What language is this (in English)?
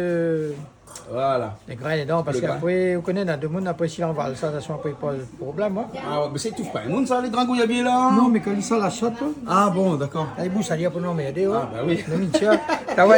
Réunion Creole French